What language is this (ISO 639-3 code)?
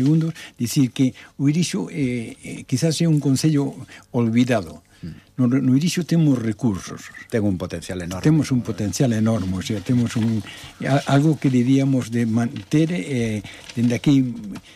glg